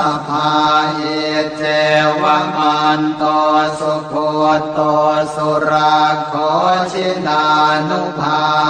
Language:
Pali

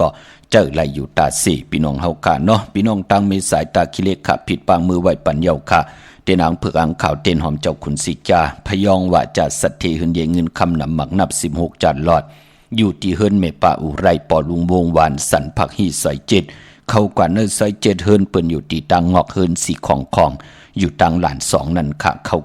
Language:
Shan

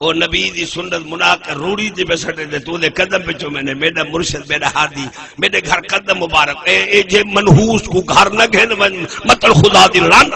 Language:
Saraiki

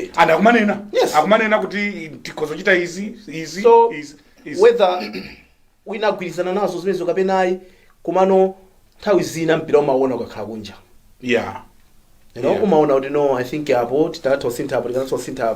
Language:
Nyanja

